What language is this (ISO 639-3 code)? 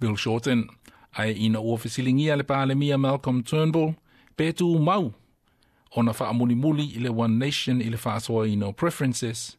smo